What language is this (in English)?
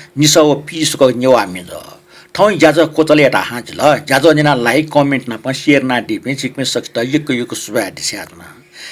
Newari